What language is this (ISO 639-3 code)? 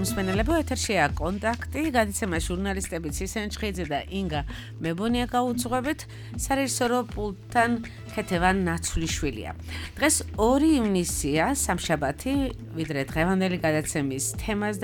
kat